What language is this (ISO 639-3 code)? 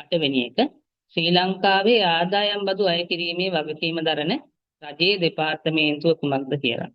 sin